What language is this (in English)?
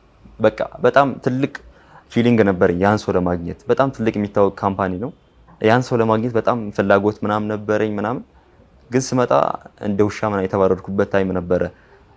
Amharic